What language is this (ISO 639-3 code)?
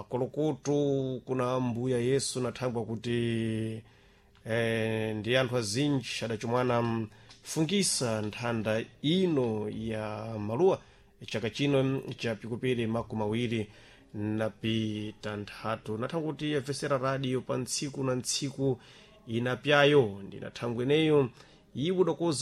seh